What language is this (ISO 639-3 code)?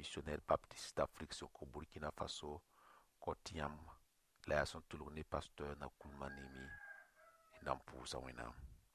mos